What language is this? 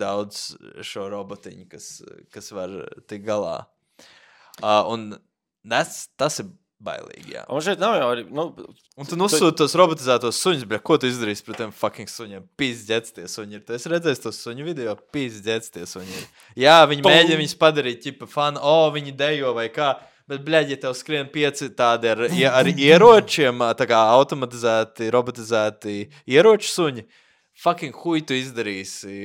Latvian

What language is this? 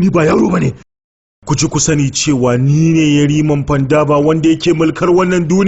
Hausa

